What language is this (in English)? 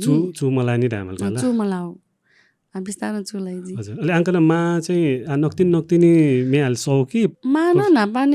Newari